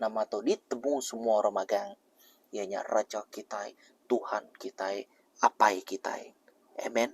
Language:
Iban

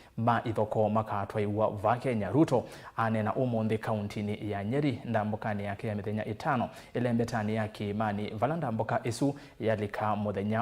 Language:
Kamba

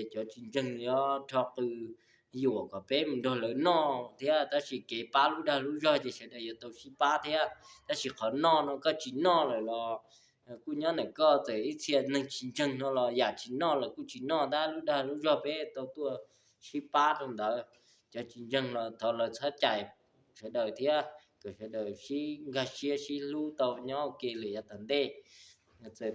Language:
Hmong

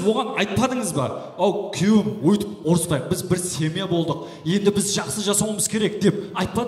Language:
Kara-Kalpak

